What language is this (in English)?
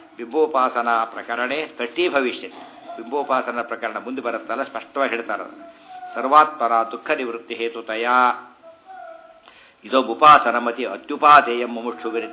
Kannada